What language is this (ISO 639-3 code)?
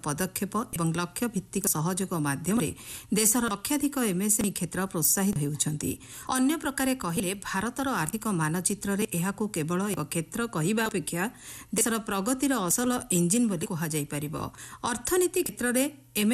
ori